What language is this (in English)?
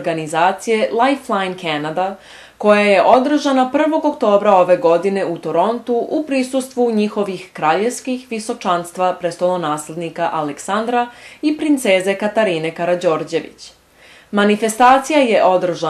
Serbian